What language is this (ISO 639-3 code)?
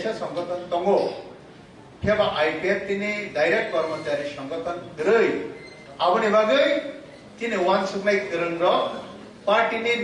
trp